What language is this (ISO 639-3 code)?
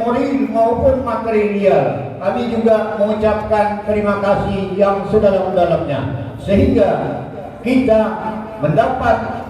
bjn